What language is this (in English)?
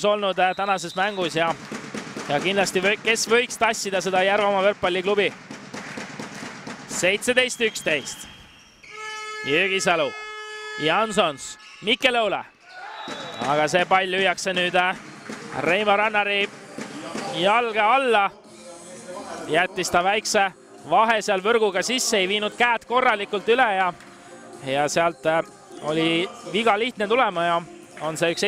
Estonian